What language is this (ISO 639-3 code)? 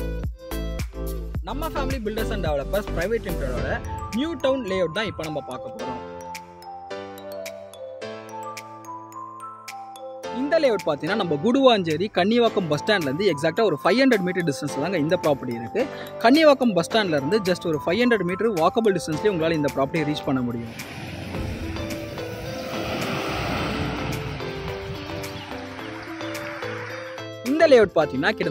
tam